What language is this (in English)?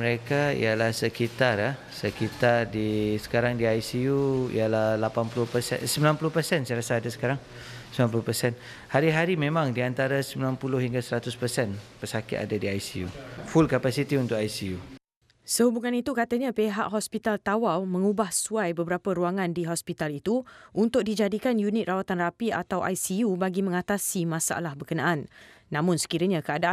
Malay